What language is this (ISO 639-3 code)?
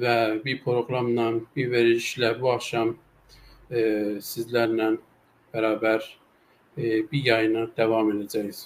azb